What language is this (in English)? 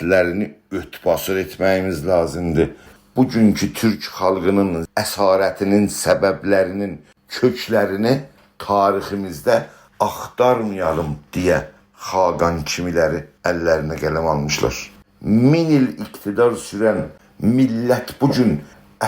South Azerbaijani